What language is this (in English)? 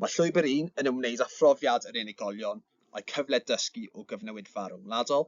Welsh